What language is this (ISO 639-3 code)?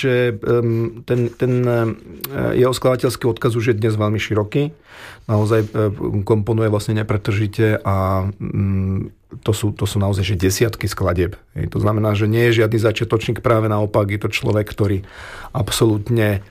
slk